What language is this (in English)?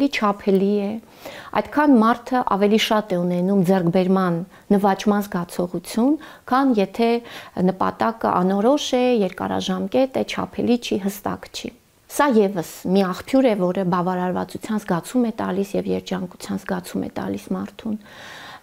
Armenian